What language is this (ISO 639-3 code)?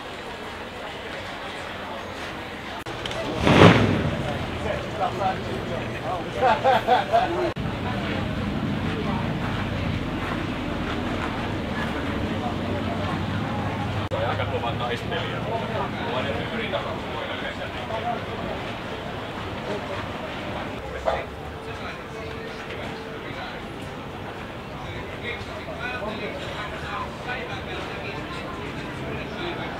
fin